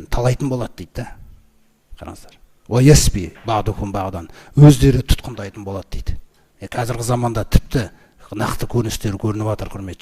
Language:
Kazakh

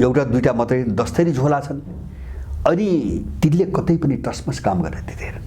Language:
Nepali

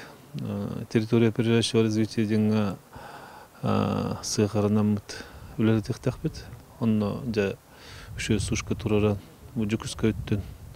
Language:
Yakut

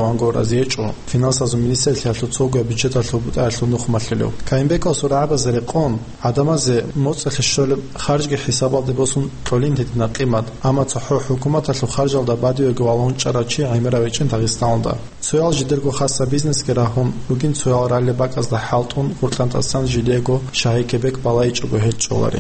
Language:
Avaric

